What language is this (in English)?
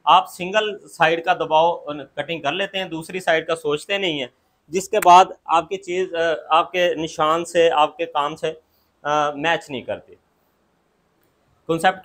Hindi